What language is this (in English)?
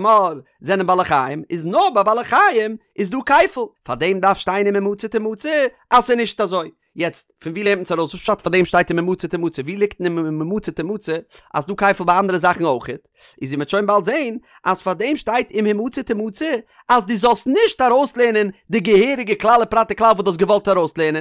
Yiddish